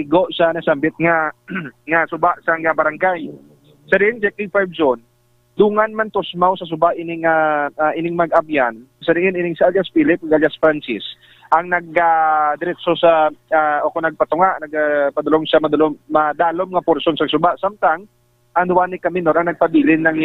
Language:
Hiligaynon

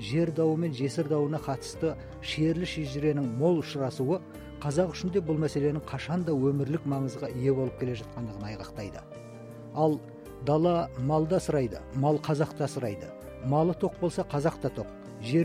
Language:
Kazakh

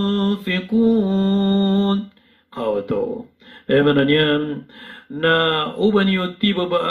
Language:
Maranao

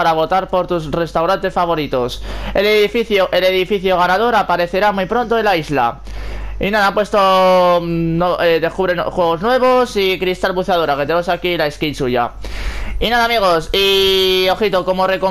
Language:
Spanish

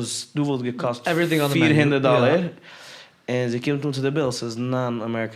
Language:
Yiddish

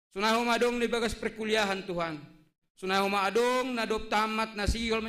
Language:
Batak Simalungun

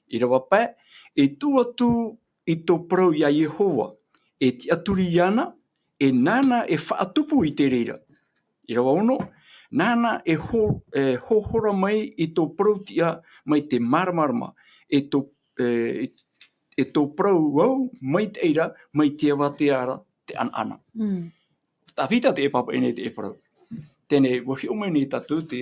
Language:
Tahitian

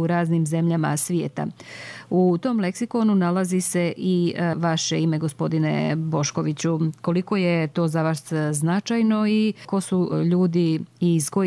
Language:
Bosnian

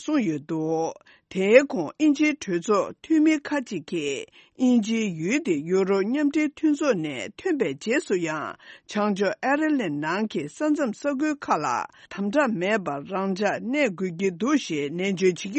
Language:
Tibetan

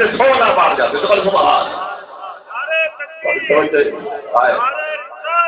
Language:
Saraiki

